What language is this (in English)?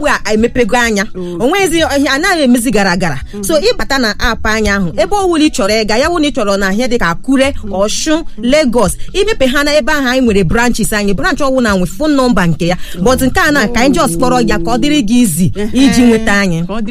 Igbo